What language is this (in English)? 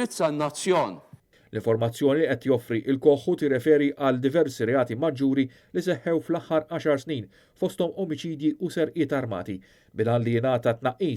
Maltese